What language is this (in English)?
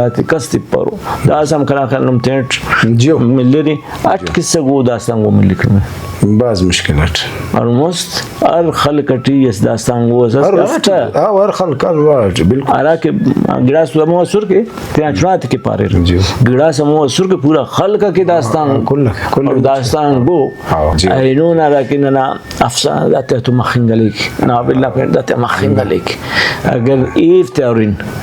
Brahui